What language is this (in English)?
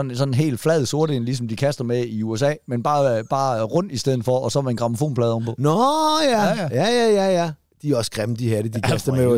Danish